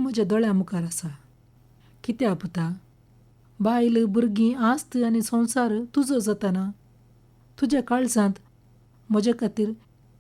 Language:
Konkani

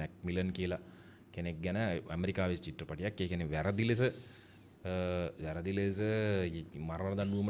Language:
Sinhala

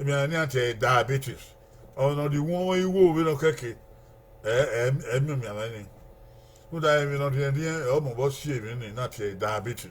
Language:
Bini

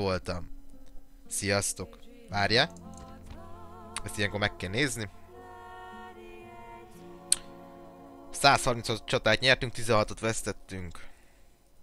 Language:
Hungarian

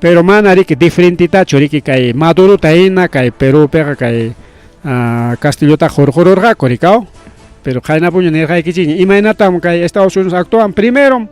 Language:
Ayacucho Quechua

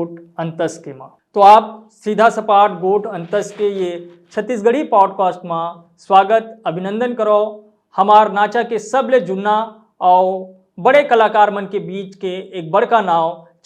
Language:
Chhattisgarhi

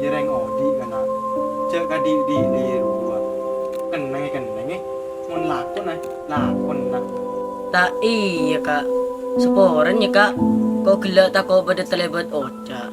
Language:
Madurese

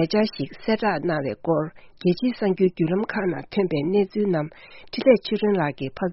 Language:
Tibetan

